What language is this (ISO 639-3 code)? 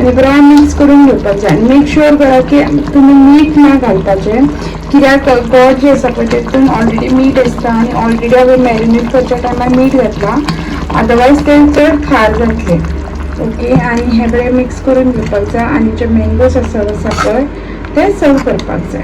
kok